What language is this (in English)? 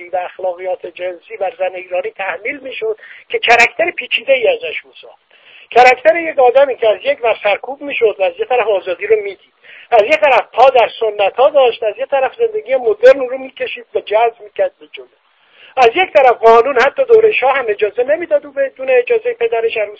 Persian